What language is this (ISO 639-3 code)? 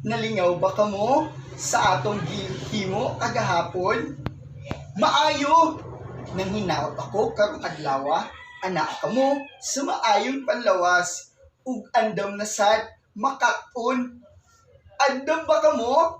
ceb